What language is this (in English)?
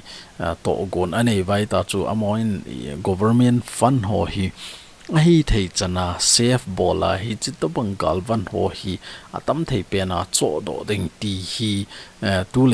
Thado Chin